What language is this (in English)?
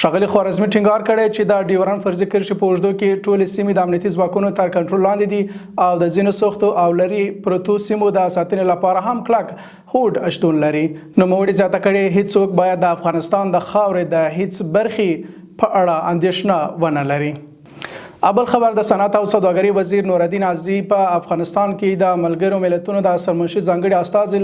Pashto